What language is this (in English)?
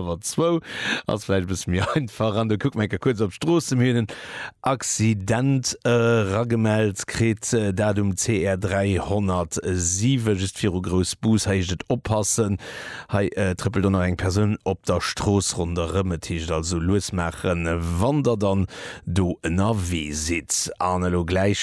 Luxembourgish